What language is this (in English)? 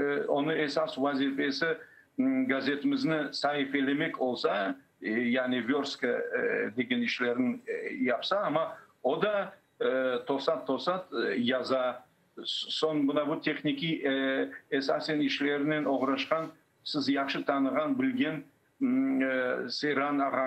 Crimean Tatar